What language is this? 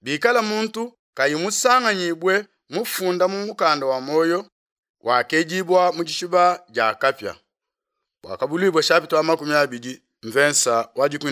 Luba-Lulua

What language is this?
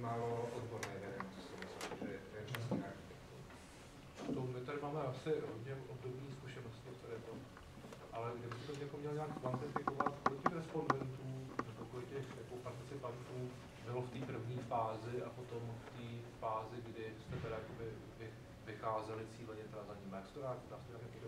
Slovak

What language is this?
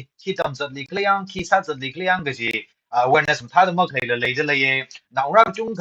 Tangkhul Naga (India)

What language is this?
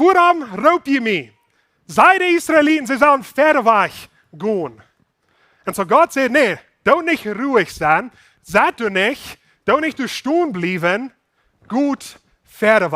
Plautdietsch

